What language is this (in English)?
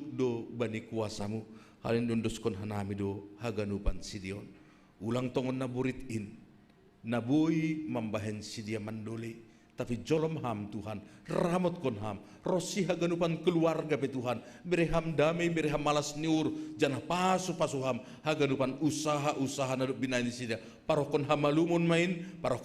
Batak Simalungun